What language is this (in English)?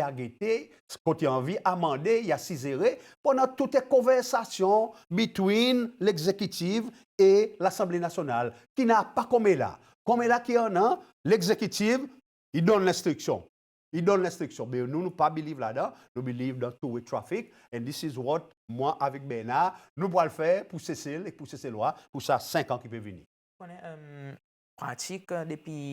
Seselwa Creole French